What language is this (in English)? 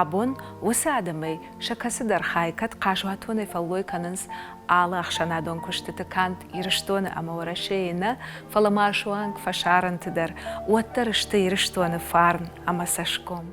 Ossetic